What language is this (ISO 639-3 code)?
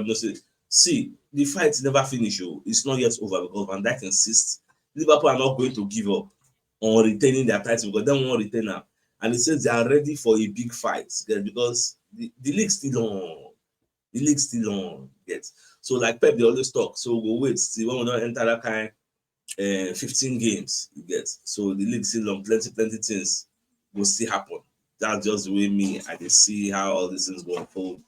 pcm